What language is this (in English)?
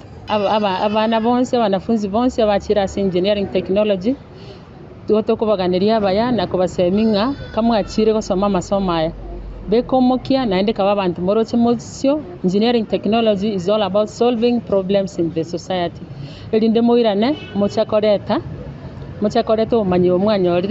Gusii